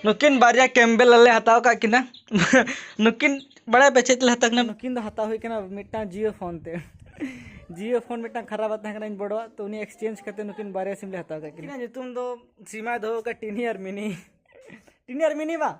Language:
Santali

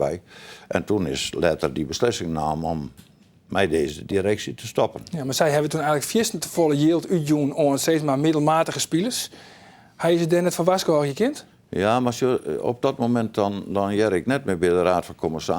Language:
Western Frisian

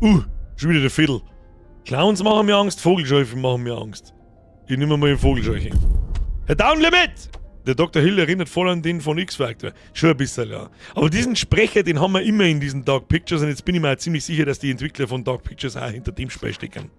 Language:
Bavarian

